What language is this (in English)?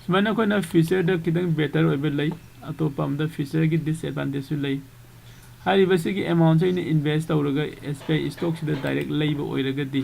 Manipuri